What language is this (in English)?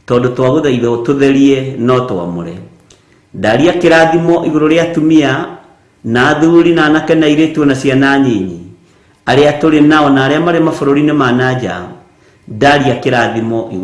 Kikuyu